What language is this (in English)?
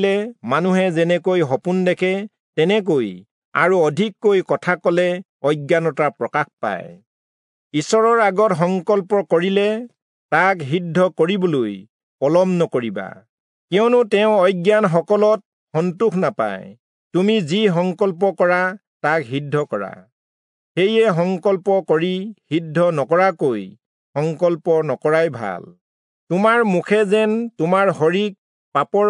Assamese